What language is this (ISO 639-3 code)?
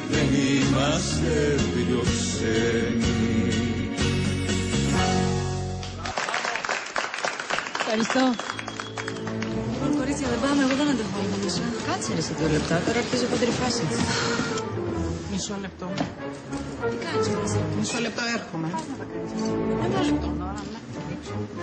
ell